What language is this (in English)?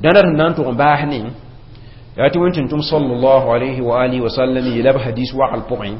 Mossi